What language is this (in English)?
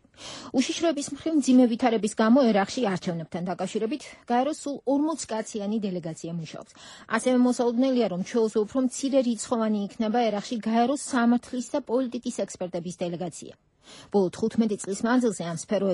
Georgian